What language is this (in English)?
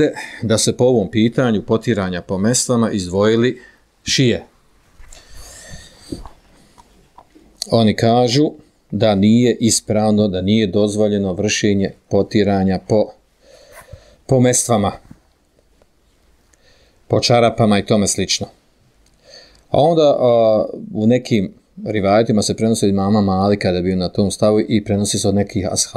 Bosnian